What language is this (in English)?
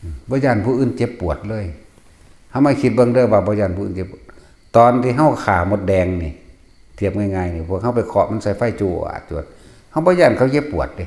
Northeastern Thai